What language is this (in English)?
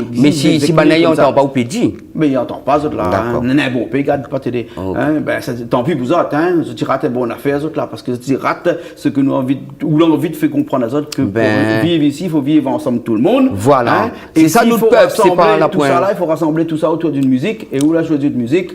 Réunion Creole French